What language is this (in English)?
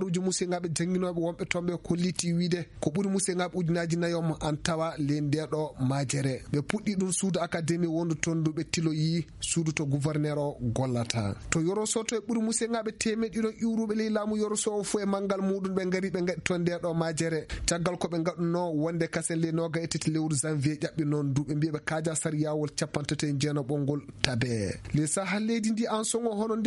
Fula